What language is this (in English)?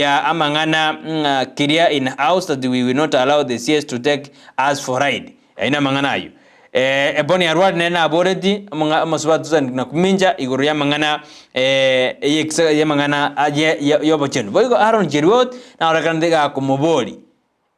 Gusii